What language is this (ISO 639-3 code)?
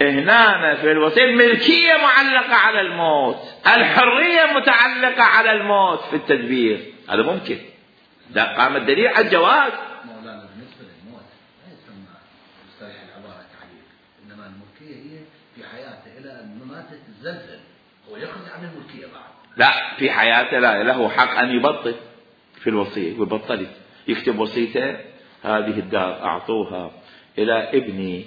acm